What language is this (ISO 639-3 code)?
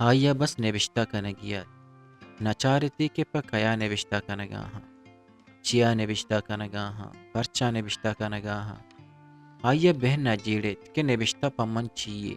bgp